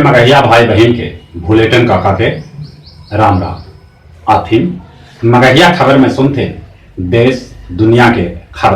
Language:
Magahi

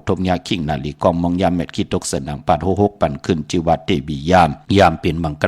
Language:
Shan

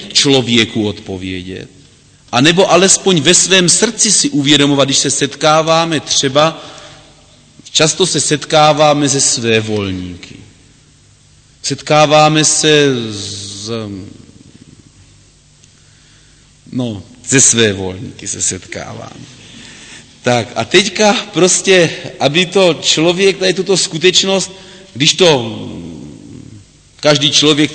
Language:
Czech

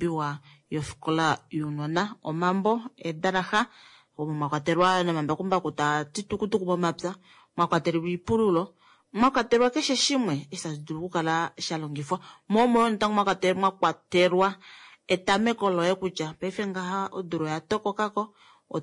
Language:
Kuanyama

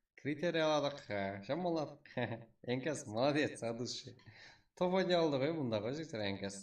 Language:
Kara-Kalpak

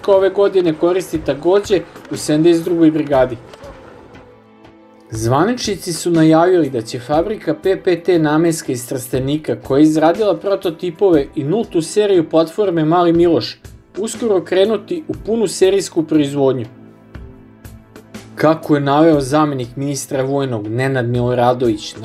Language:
Serbian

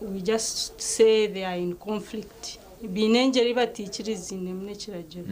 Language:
Nyankole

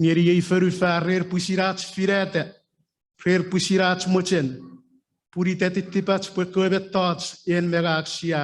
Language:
Chuukese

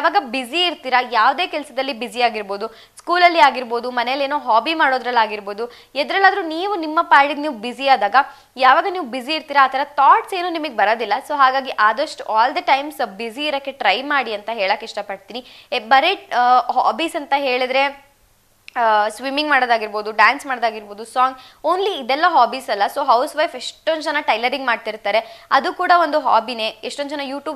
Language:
Kannada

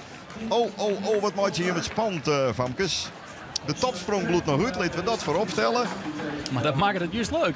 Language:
Western Frisian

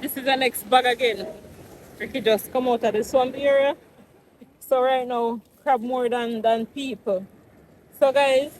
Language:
Jamaican Creole English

